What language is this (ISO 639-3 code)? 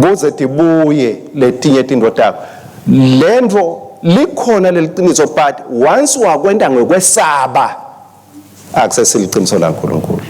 ssw